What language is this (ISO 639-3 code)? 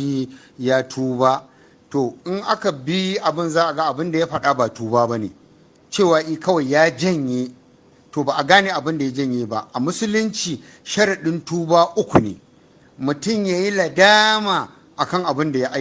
hau